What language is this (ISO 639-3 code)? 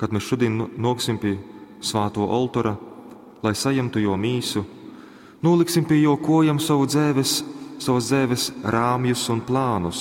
ltg